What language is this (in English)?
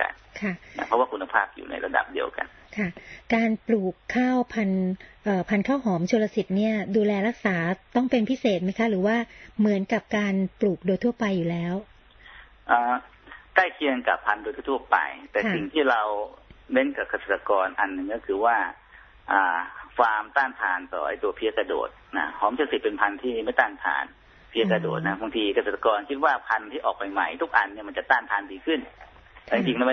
Thai